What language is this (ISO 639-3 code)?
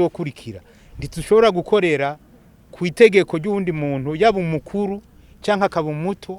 run